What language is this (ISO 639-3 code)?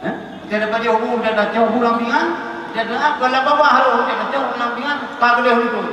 ace